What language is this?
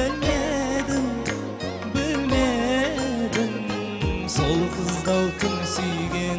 Kara-Kalpak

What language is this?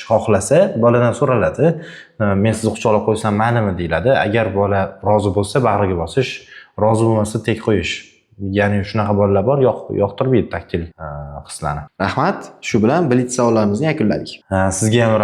Uzbek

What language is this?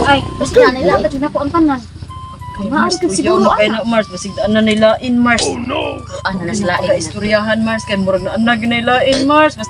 Cebuano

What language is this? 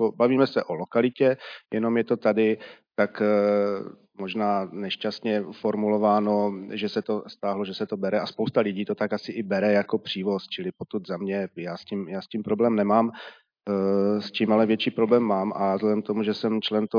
Czech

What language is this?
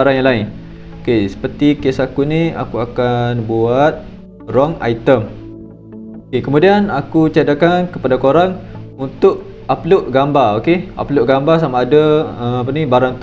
Malay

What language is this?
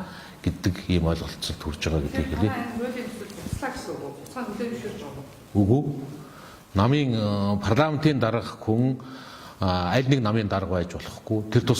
Mongolian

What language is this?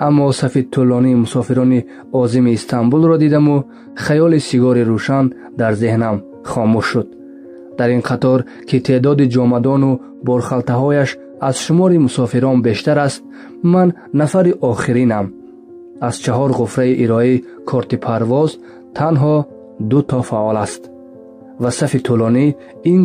Tajik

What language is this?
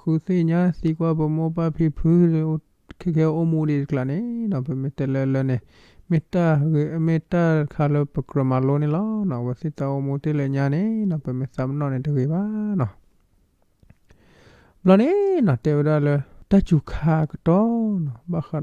S'gaw Karen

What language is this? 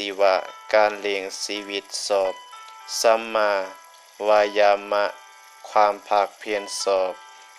Lao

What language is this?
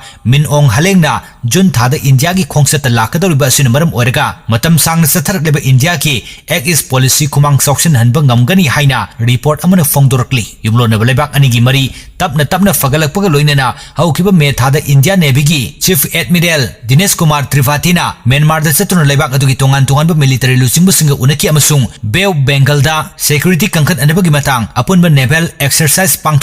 Manipuri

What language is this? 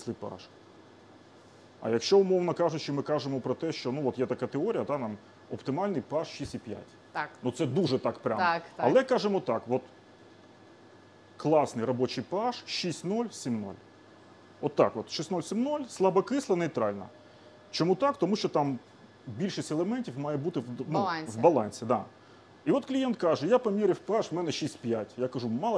Ukrainian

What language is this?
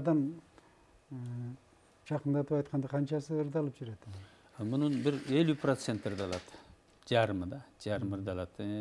Kyrgyz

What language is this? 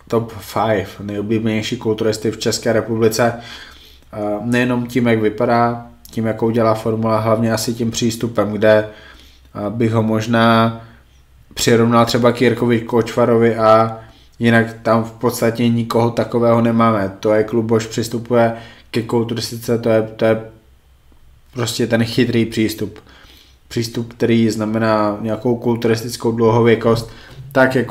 Czech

